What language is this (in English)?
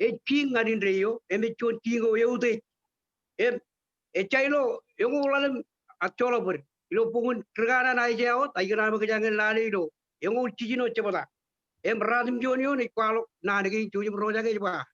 Marshallese